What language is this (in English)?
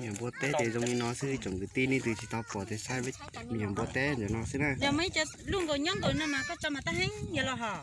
Hmong